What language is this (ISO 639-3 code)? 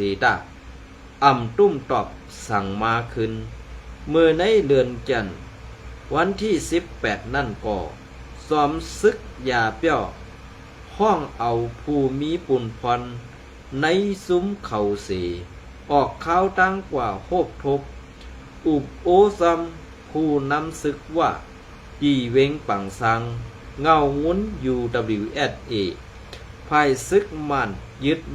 shn